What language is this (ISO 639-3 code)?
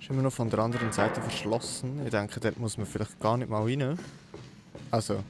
gsw